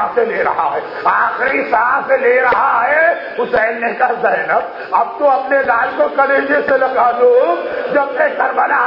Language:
Urdu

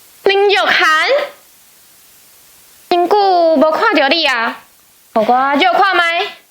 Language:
Min Nan Chinese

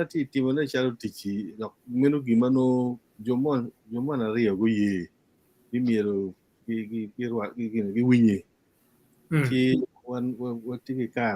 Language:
Acoli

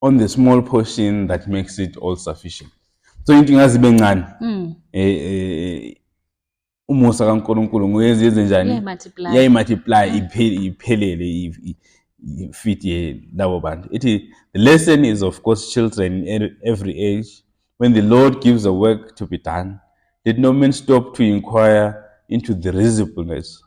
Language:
Zulu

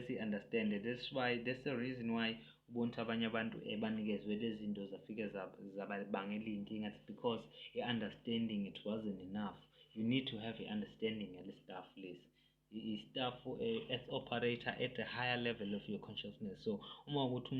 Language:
Zulu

